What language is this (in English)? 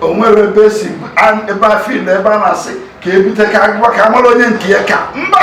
Igbo